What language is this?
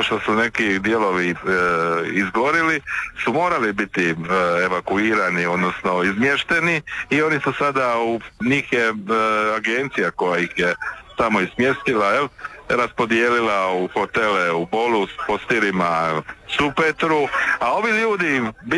Croatian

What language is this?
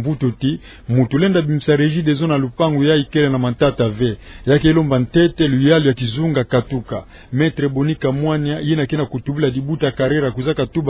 Kituba (Democratic Republic of Congo)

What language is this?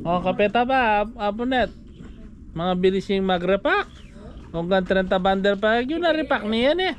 Pampanga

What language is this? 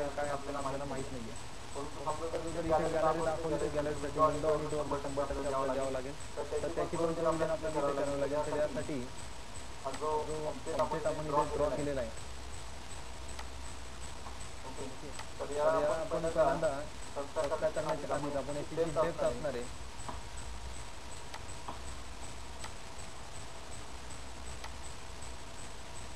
Marathi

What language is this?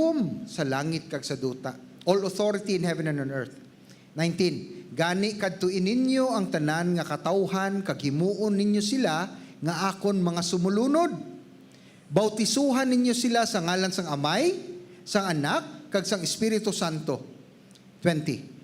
Hiligaynon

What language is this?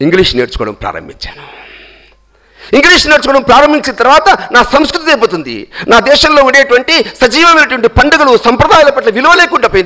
Telugu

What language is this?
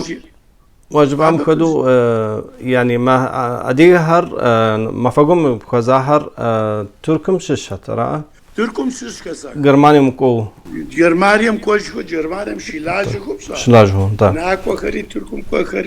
Kabardian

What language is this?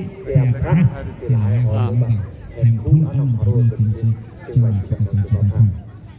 Karbi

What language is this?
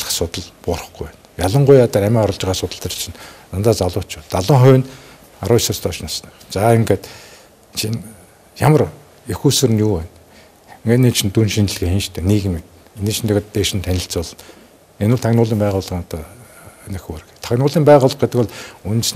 Mongolian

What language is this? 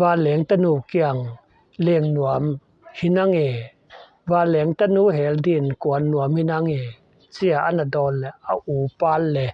Paite Chin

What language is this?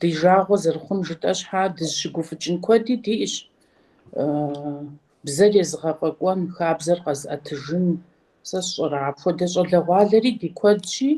Kabardian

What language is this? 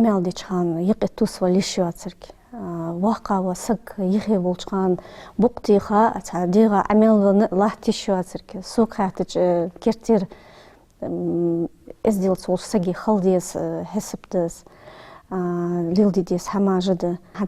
Ingush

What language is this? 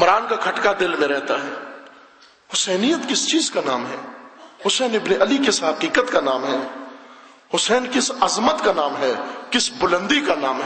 Urdu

